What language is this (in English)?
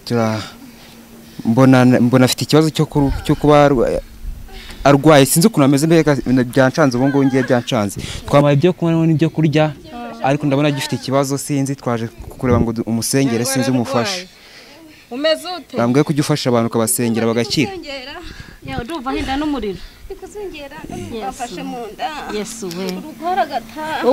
Kinyarwanda